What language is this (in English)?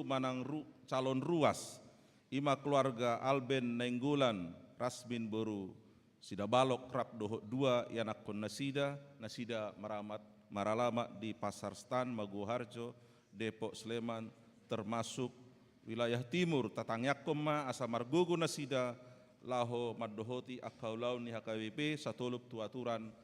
Batak Toba